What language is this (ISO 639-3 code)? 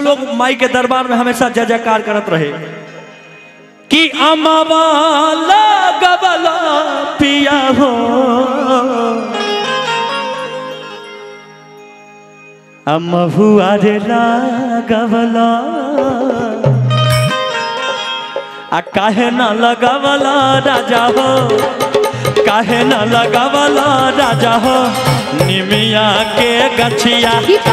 bho